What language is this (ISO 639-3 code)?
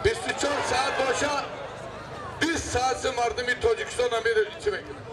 tgk